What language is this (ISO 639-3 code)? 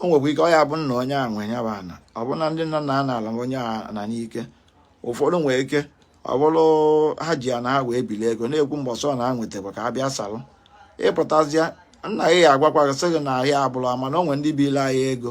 ibo